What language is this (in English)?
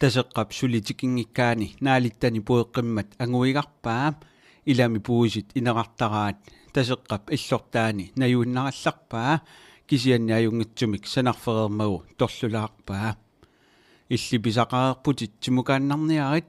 Kalaallisut